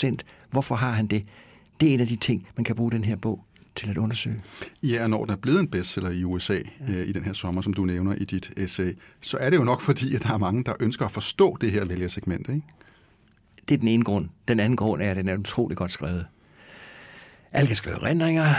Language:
Danish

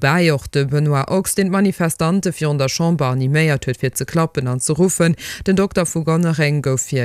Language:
Luxembourgish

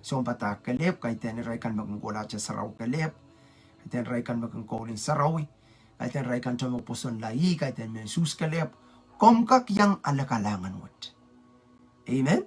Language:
Pohnpeian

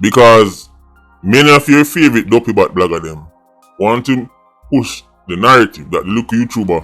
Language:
Jamaican Creole English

